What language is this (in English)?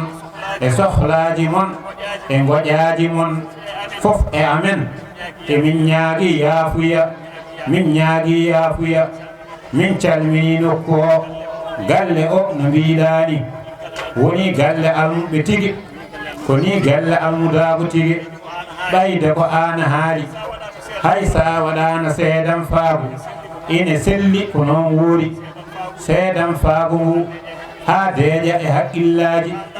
Fula